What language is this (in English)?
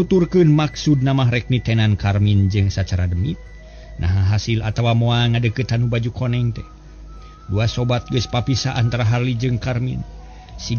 Sundanese